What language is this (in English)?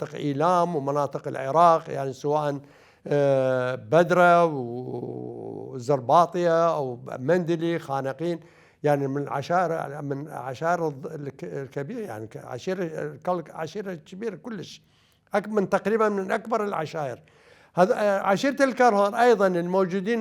Mesopotamian Arabic